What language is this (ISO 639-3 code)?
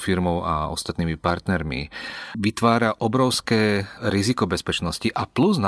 slk